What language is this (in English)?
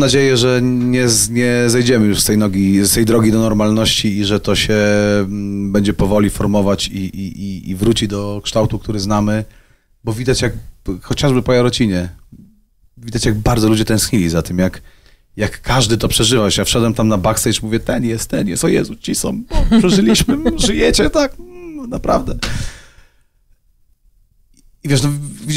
Polish